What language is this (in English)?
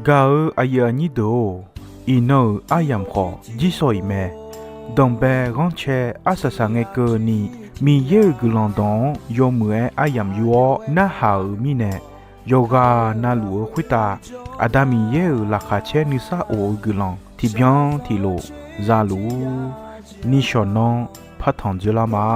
Akha